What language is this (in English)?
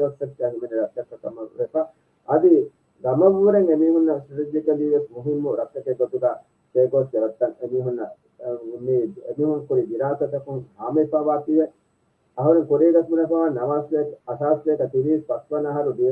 Divehi